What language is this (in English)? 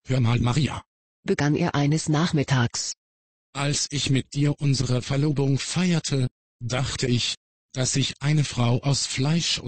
German